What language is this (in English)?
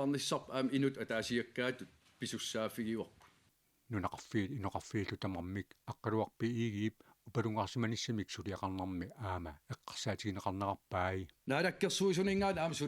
Kalaallisut